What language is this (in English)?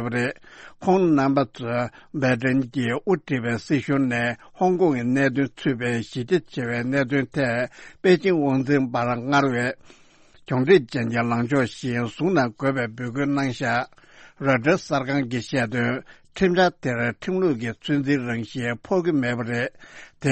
Tibetan